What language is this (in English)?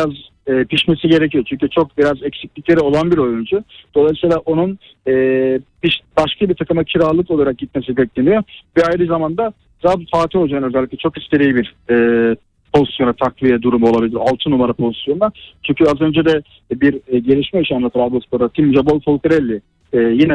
Turkish